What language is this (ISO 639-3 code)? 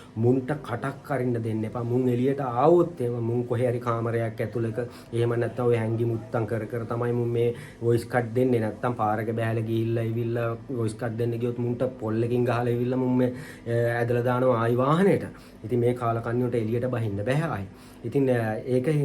sin